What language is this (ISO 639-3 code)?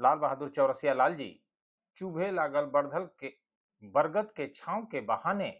bho